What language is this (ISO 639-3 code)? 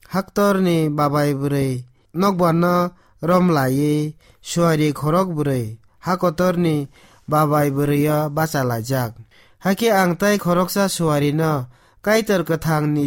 trp